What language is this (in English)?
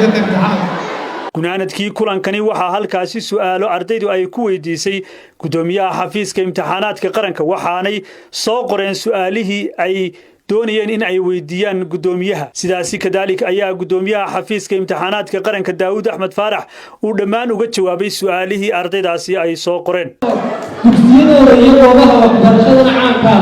Somali